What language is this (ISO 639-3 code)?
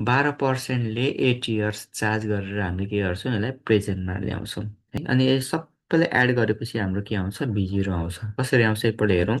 nep